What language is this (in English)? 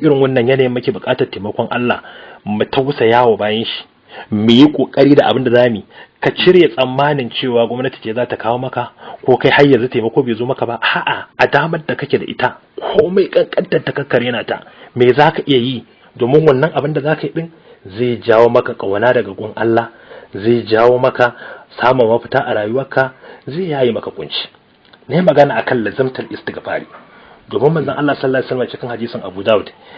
Hausa